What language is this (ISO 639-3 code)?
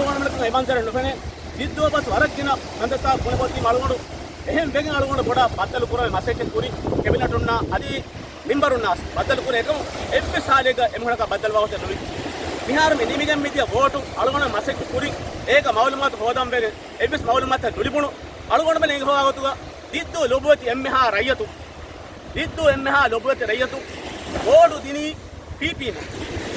div